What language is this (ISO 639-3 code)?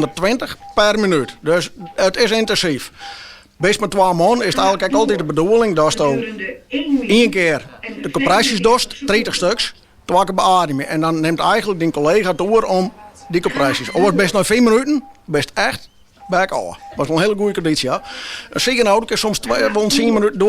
fry